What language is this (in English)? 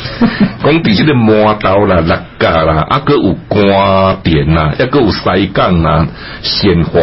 Min Nan Chinese